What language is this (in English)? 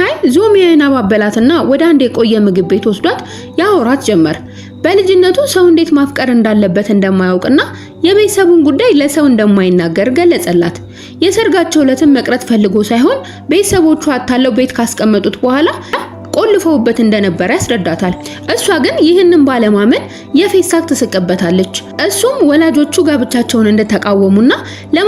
Amharic